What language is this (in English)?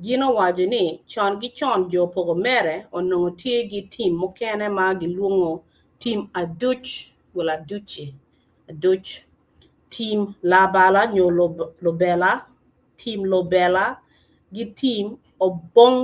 Acoli